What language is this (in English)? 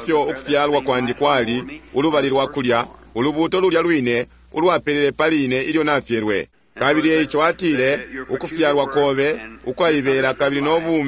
Bemba